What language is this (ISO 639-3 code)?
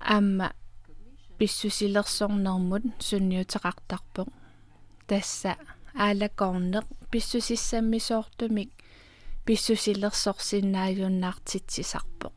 kal